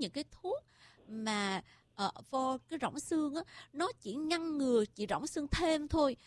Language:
Vietnamese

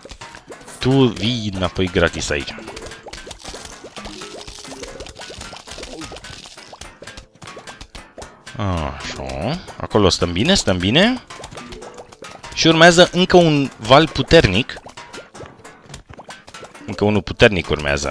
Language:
Romanian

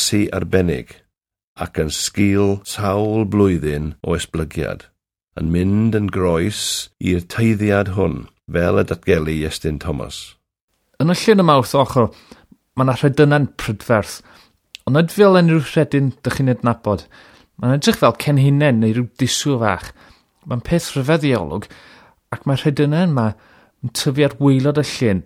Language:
Welsh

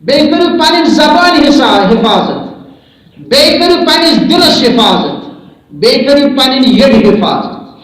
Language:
Kashmiri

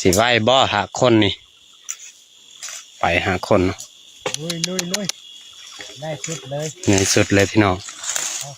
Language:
Lao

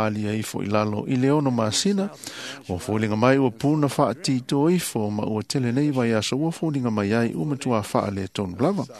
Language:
Samoan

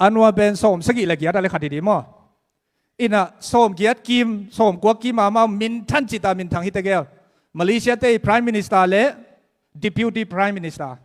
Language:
Tedim Chin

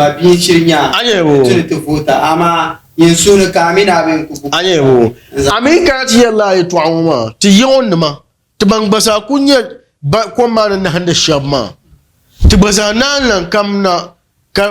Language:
Dagbani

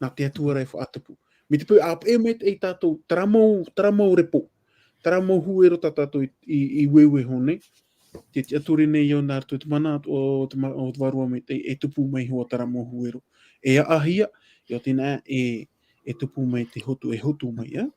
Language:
Tahitian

